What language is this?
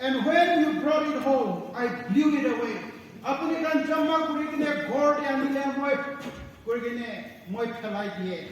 Naga Pidgin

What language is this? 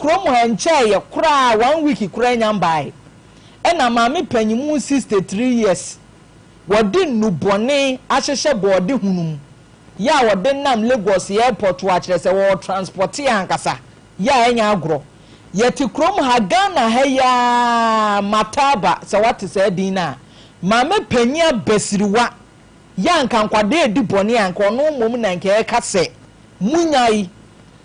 Akan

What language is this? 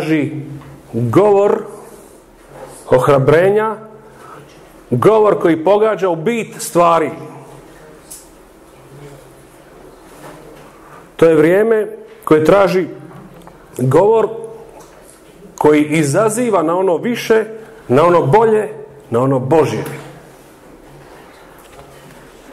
Croatian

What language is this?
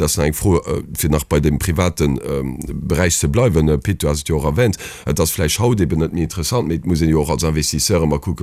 Luxembourgish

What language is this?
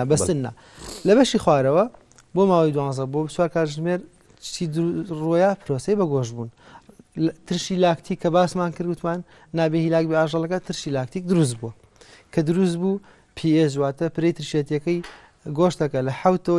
Central Kurdish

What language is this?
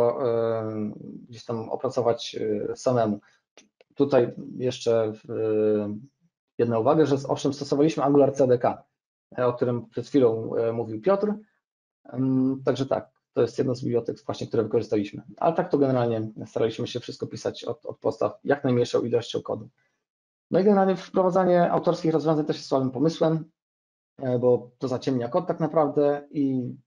Polish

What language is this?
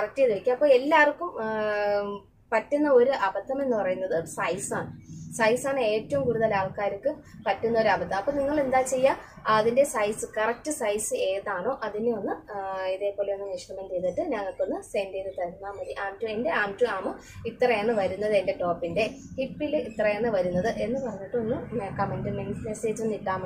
Malayalam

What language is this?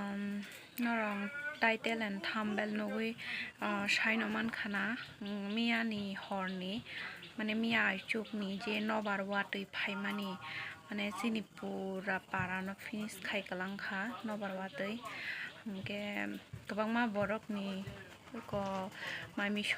Kok Borok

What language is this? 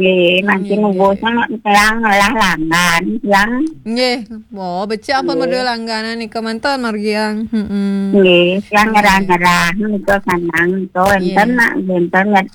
Balinese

